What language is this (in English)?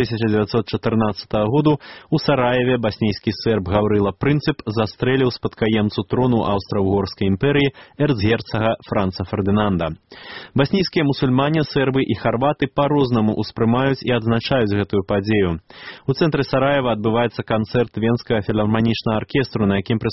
Belarusian